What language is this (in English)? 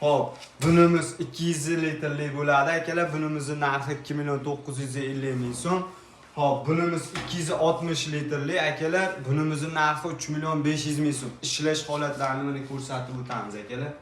Uzbek